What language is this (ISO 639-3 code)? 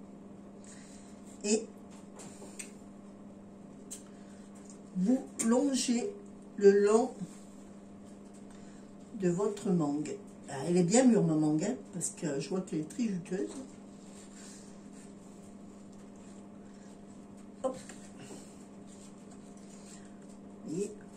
fra